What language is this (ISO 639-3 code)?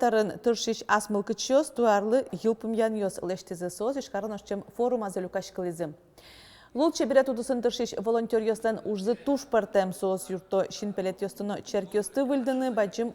udm